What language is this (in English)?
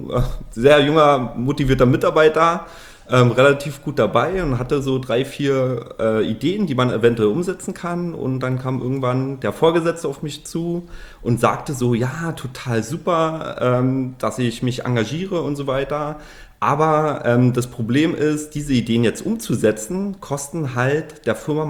German